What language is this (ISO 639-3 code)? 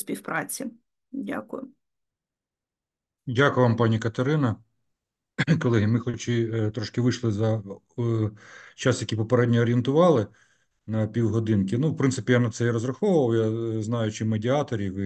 ukr